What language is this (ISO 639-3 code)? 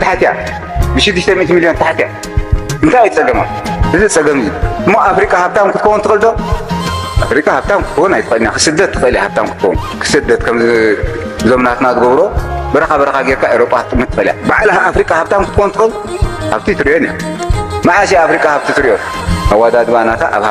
tir